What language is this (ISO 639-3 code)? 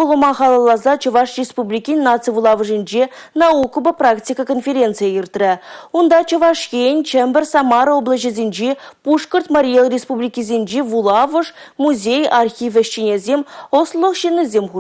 chv